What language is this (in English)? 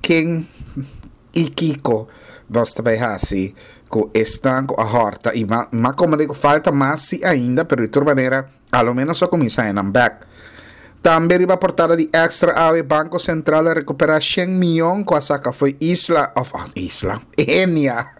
Papiamento